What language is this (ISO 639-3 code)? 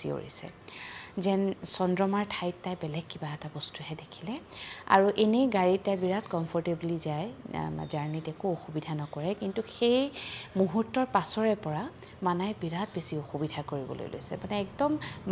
asm